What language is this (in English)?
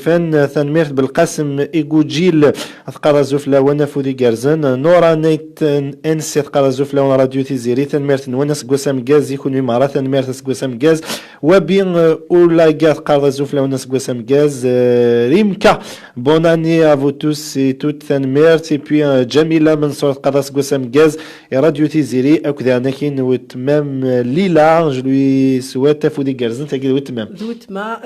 Kabyle